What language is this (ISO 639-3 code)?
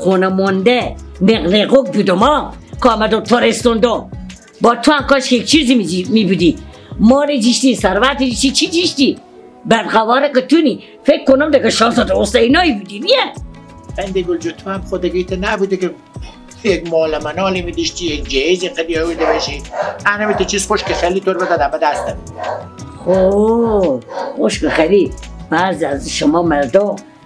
fas